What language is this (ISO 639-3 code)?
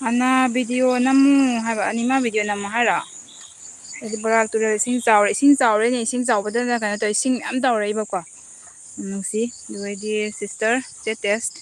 mni